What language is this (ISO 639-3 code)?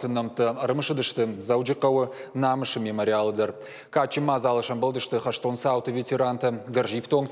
oss